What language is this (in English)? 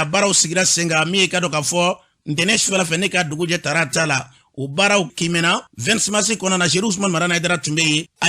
Bambara